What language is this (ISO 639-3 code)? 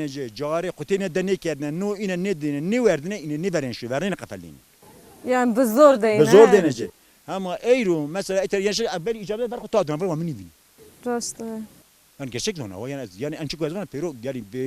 zza